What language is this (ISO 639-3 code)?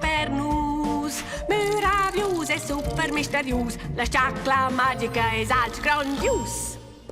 roh